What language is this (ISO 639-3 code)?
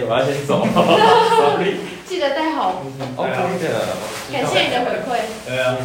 zho